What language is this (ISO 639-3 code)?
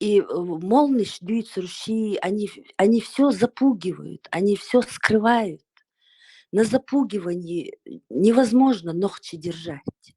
che